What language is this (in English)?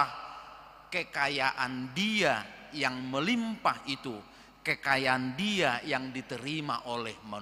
Batak Toba